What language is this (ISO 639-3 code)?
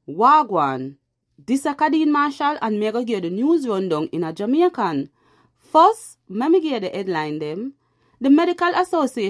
jam